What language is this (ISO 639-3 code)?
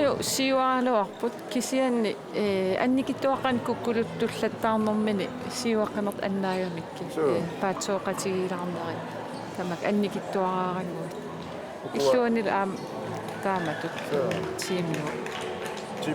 kal